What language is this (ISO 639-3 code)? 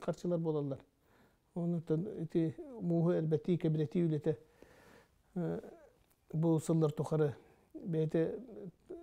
sah